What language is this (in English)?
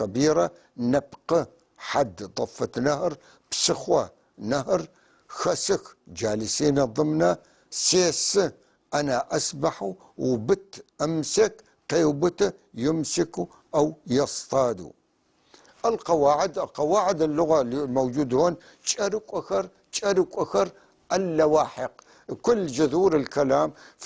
North Levantine Arabic